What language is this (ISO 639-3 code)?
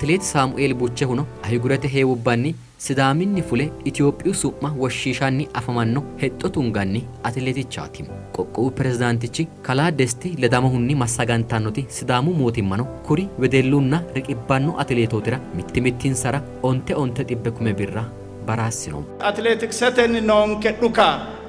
sid